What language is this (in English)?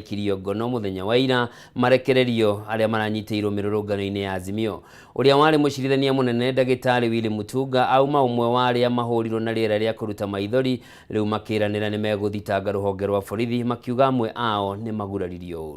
Kikuyu